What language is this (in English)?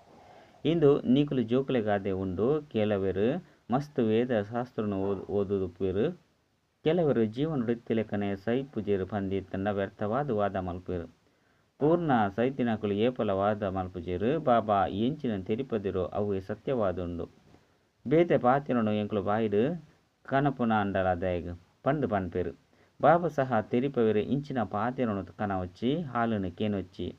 Tulu